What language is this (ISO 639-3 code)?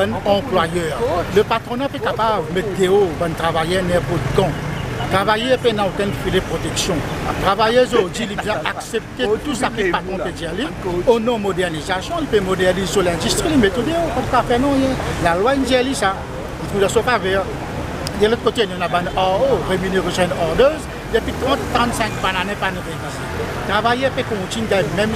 mfe